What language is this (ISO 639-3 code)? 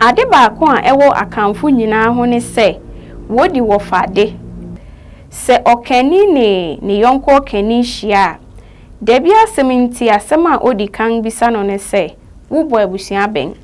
aka